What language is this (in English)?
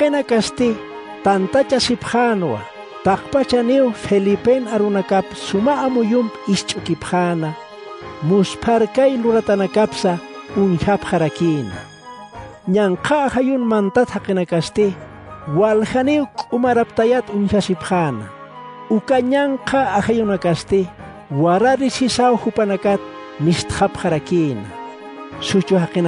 Aymara